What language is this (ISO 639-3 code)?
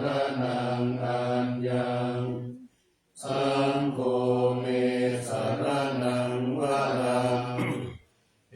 pli